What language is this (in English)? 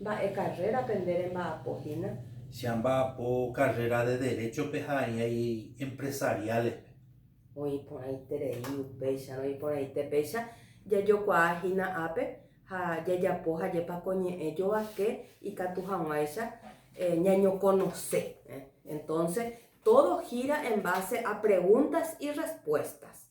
Guarani